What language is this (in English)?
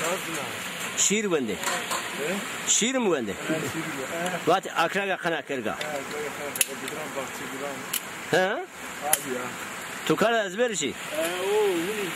Zaza